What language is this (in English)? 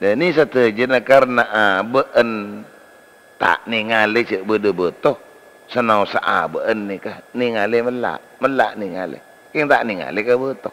Madurese